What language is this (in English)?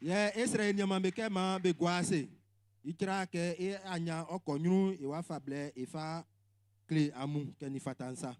Baoulé